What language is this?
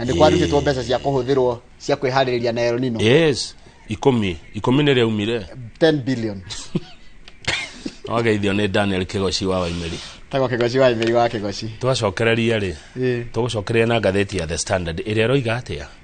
Kikuyu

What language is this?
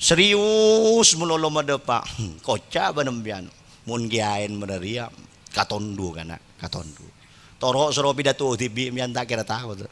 Madurese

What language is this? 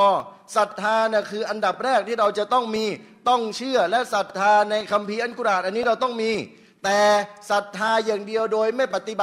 Thai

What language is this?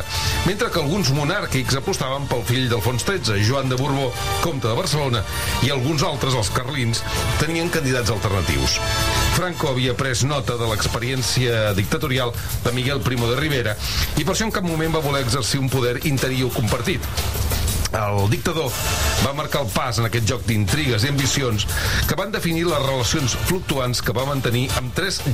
Catalan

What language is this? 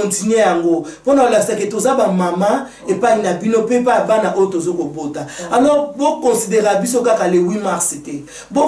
Lingala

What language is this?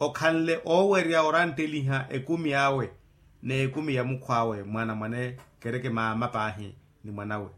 Makhuwa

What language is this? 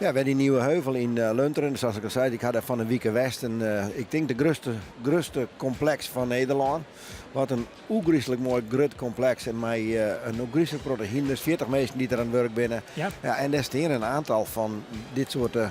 Western Frisian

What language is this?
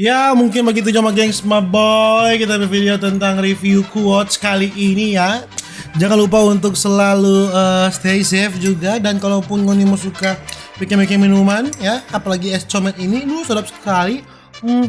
Manado Malay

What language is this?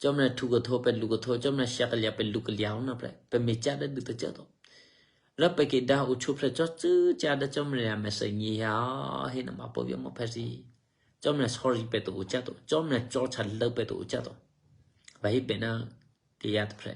Eastern Kayah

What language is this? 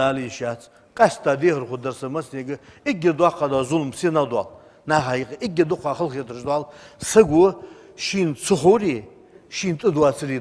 Ingush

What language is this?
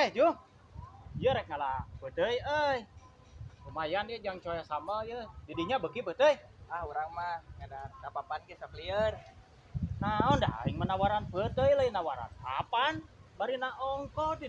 Sundanese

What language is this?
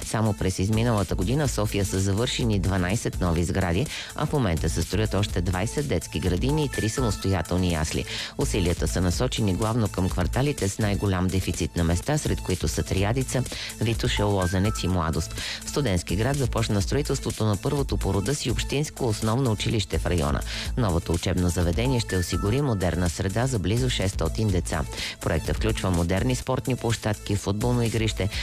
Bulgarian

